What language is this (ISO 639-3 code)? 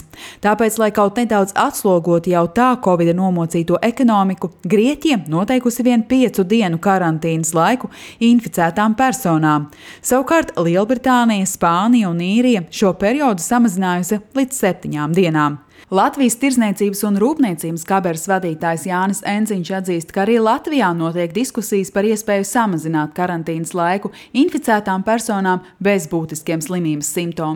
lav